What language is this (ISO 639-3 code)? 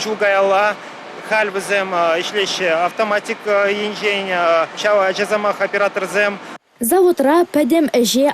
chv